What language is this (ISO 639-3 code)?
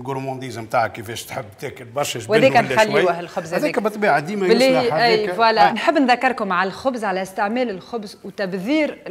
aeb